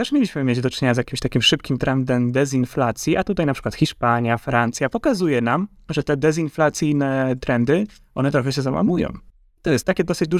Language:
Polish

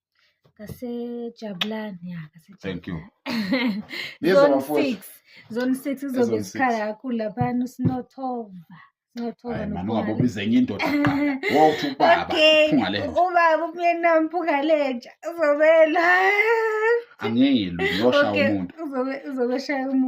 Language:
Zulu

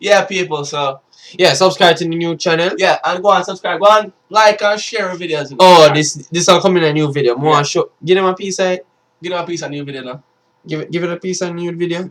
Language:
Jamaican Creole English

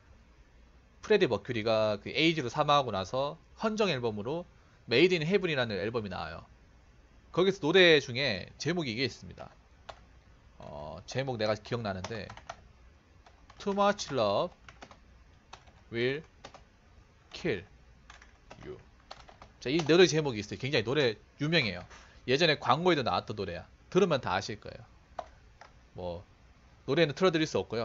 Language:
Korean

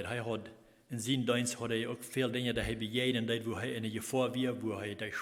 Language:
Plautdietsch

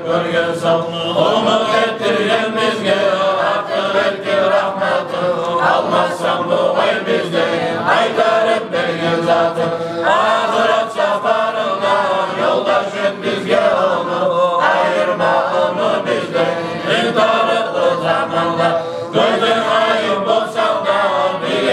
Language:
Kumyk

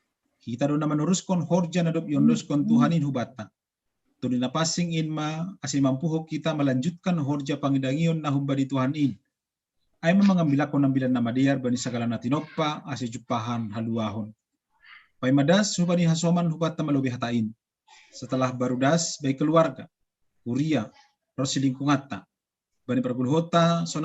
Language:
Batak Simalungun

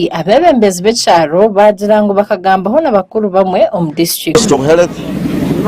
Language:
Nyankole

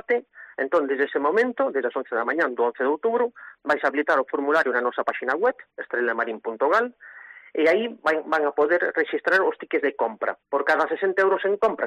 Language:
Galician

